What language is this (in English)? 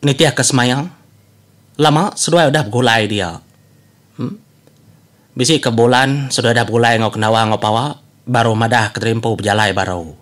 Iban